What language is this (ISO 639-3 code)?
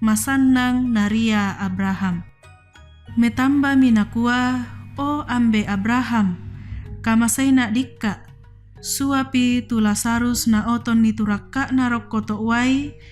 sda